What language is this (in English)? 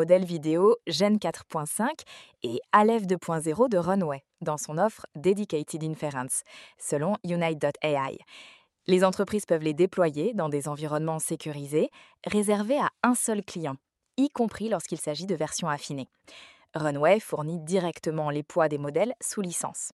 French